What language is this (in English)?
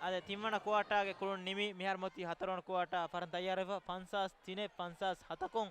Divehi